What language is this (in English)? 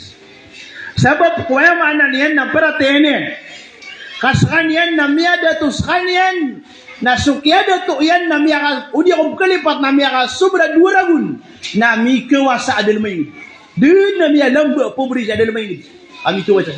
Maranao